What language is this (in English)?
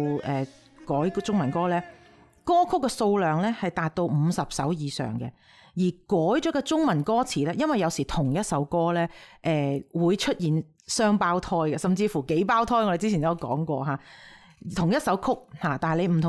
Cantonese